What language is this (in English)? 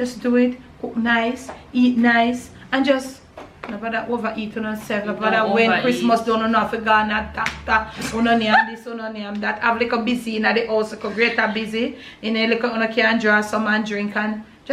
Jamaican Creole English